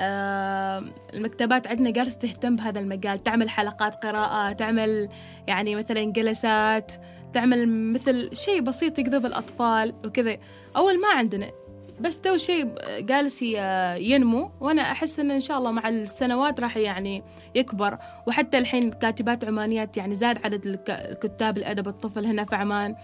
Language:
Gulf Arabic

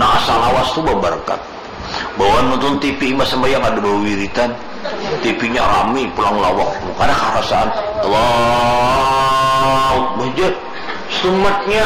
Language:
Banjar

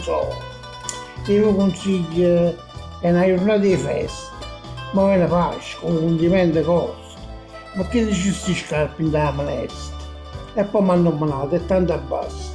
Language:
Neapolitan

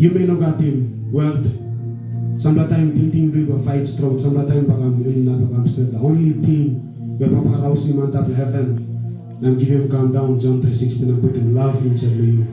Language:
Tok Pisin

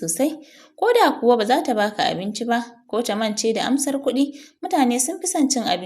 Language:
Hausa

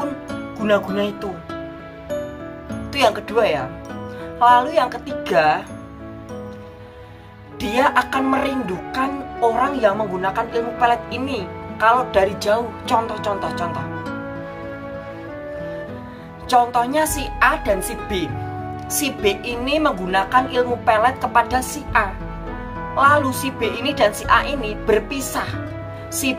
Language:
Indonesian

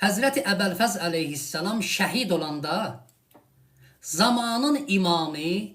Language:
Azerbaijani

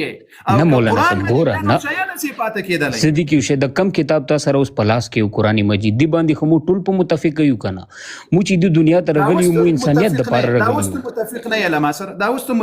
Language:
Pashto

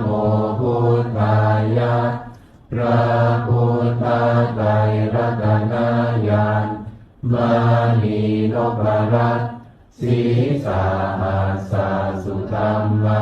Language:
Pali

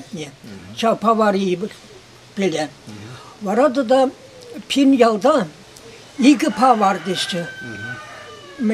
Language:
Chuvash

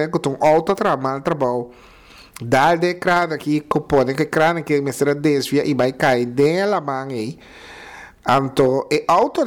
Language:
Papiamento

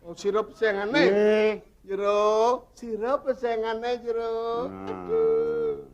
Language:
Balinese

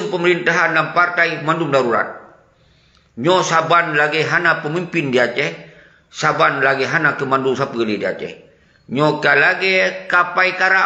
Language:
Achinese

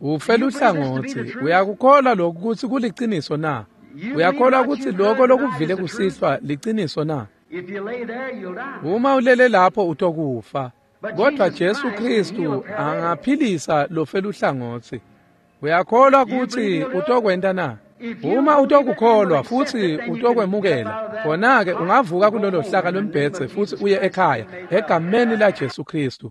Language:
Swati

